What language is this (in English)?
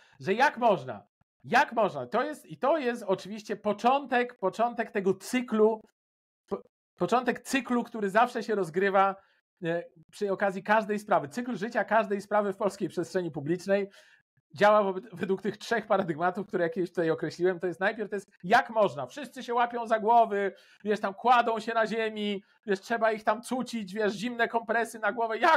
Polish